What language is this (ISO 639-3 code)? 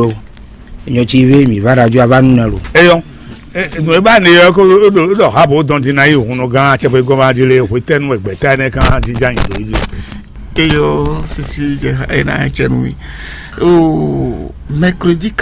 fon